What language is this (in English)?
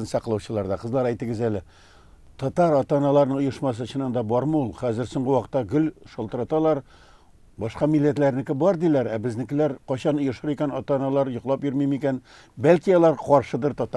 Tatar